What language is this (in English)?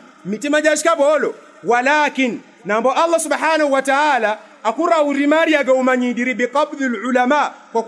Yao